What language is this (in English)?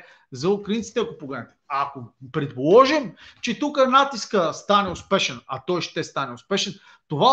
Bulgarian